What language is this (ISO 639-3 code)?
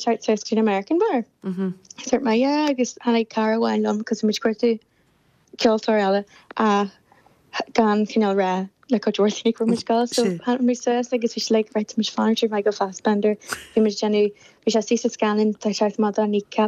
gle